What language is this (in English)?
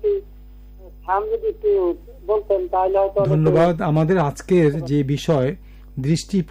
Bangla